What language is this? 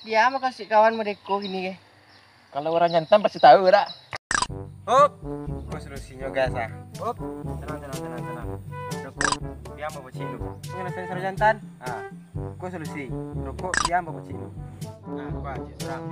Minangkabau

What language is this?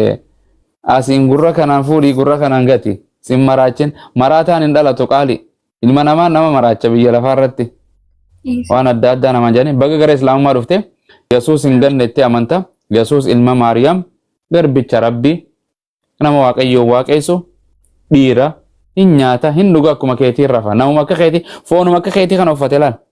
Oromo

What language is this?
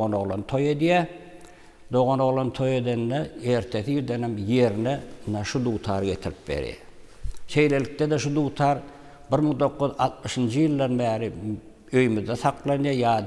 Turkmen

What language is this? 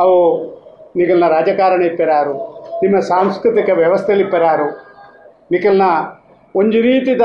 Tulu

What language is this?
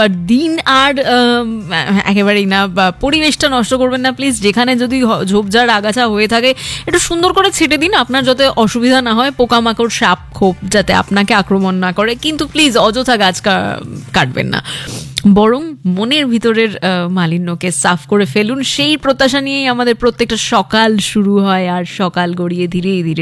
Bangla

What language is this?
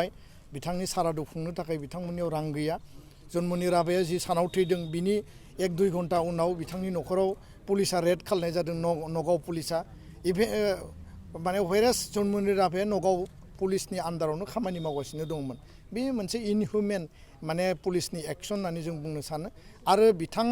Bodo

